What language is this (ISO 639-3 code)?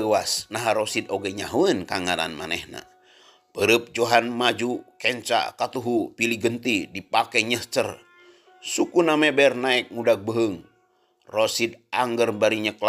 sun